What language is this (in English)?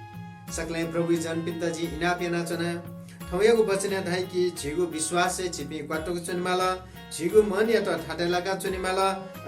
Newari